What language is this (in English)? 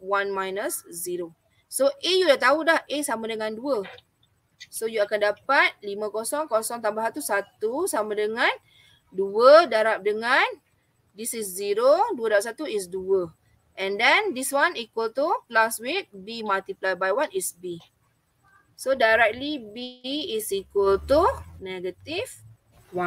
Malay